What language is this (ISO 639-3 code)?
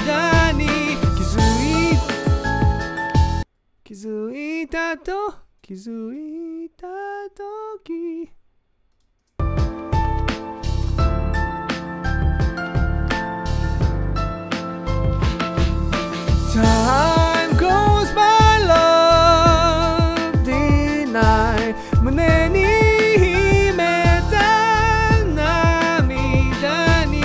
jpn